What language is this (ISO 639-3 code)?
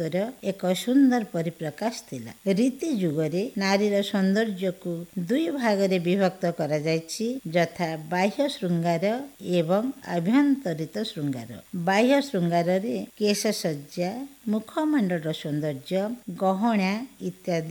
ori